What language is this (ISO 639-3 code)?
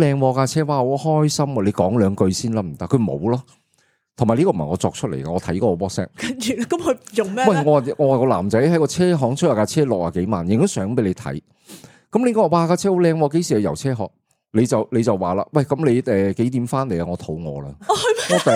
yue